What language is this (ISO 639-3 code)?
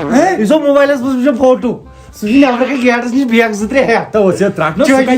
kas